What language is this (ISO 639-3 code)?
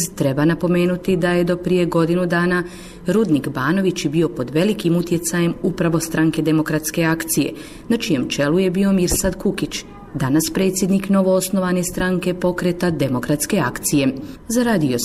bos